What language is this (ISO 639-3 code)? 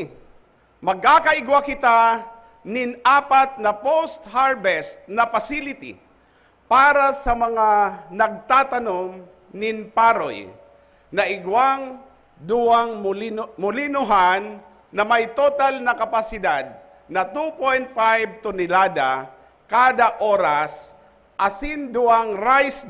bik